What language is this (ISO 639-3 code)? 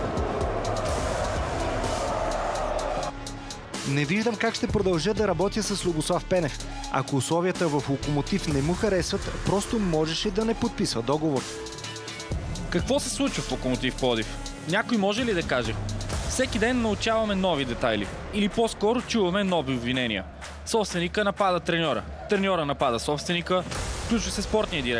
bul